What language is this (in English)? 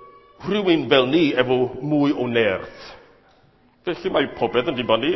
Welsh